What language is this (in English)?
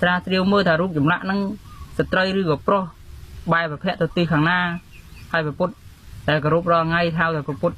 Khmer